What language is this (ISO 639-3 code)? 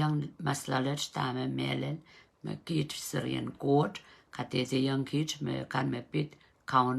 pon